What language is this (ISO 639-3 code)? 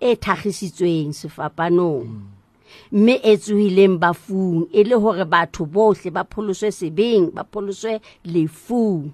sot